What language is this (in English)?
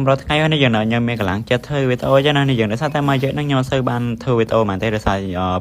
Khmer